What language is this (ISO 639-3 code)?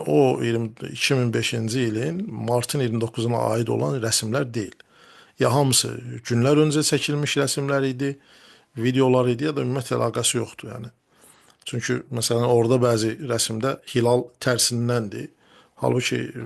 aze